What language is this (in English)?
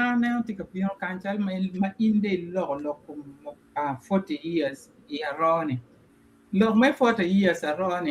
Acoli